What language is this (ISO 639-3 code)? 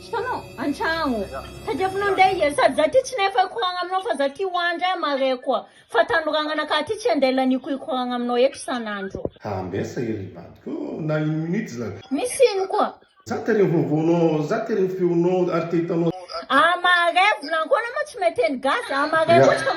mlg